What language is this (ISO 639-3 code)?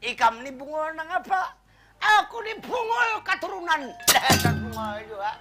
bjn